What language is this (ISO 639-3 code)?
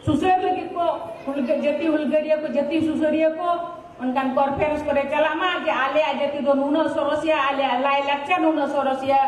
sat